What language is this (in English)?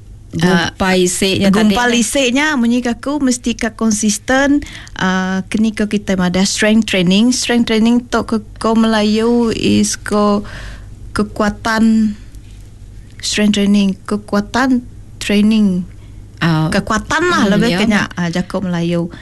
Malay